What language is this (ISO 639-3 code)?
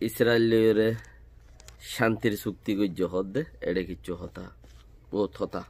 rhg